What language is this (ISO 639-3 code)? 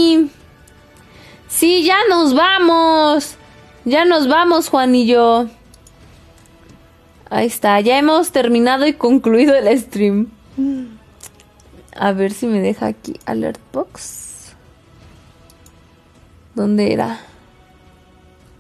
spa